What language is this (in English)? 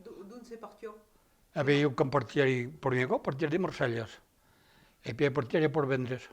Occitan